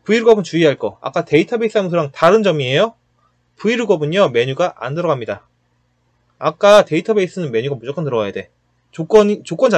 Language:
Korean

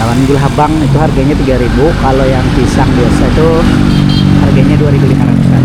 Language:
Banjar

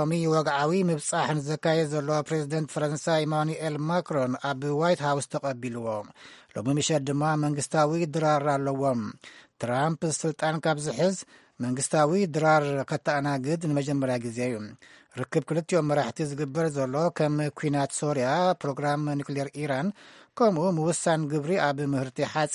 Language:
Tigrinya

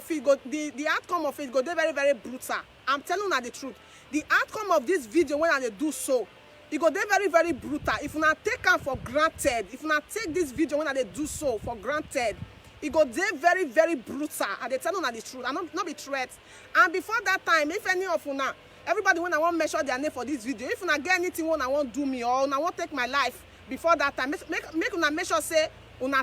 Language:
Nigerian Pidgin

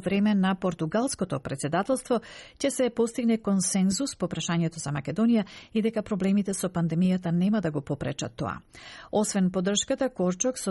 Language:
Macedonian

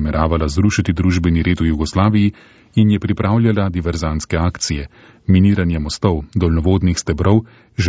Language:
Slovenian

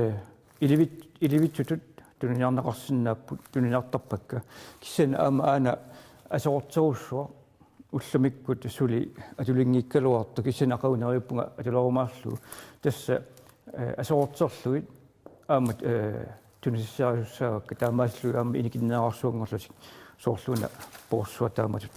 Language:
Kalaallisut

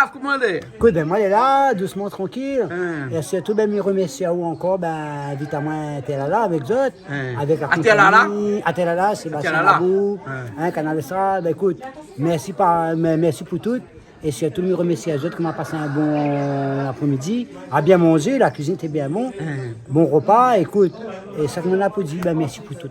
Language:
Réunion Creole French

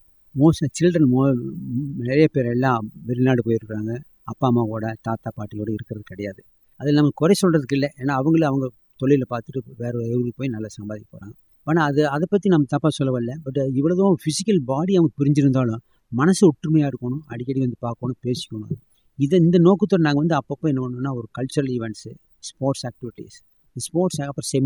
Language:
Tamil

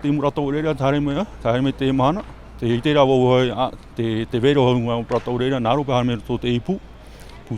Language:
Tahitian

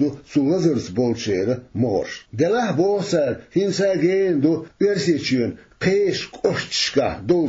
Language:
Chechen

